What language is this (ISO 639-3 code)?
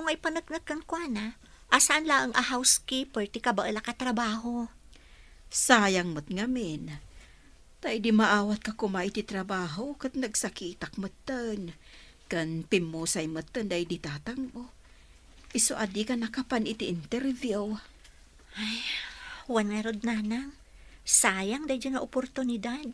ilo